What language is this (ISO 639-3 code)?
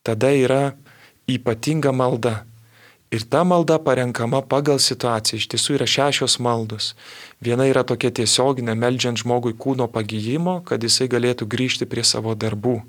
lit